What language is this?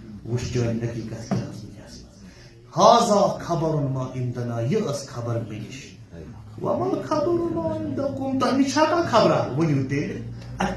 Kashmiri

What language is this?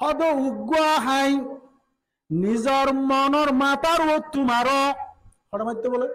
Rohingya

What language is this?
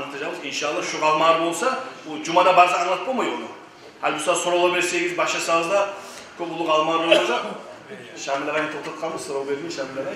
Kumyk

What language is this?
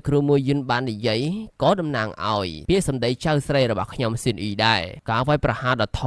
Khmer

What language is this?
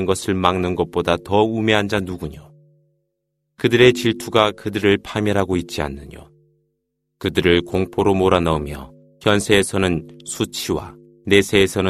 Korean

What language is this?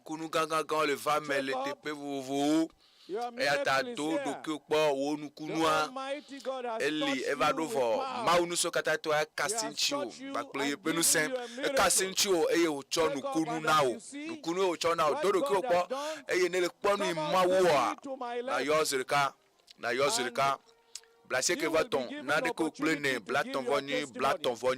Ewe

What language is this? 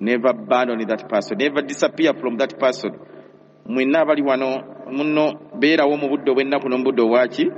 Ganda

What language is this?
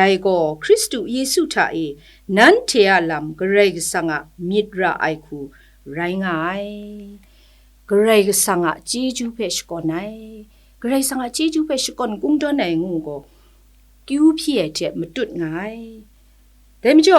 Kachin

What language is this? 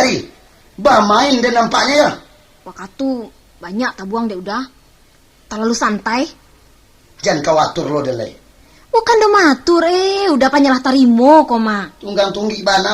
Minangkabau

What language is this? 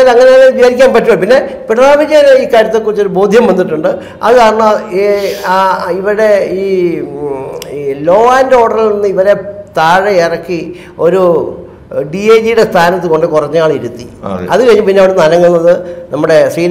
Malayalam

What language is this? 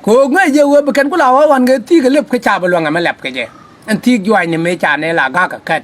Nuer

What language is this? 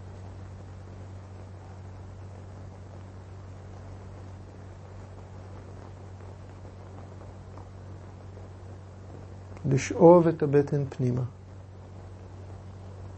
Hebrew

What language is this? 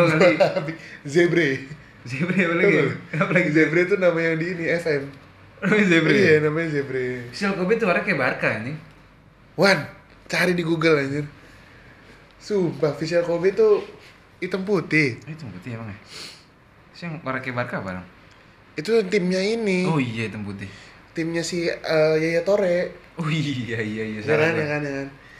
Indonesian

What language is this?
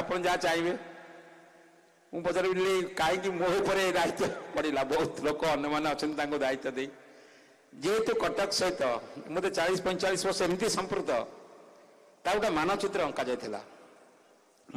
Odia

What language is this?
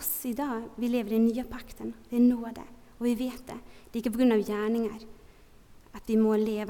Norwegian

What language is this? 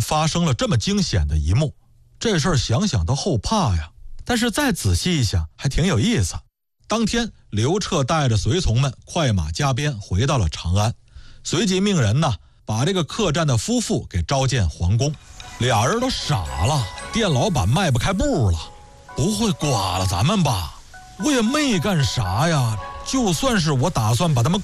Chinese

